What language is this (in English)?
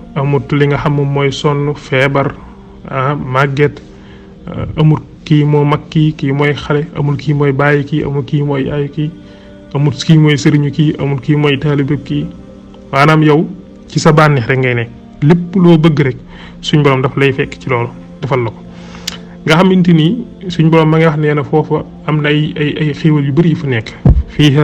Wolof